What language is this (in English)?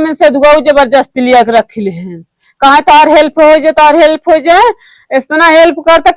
Awadhi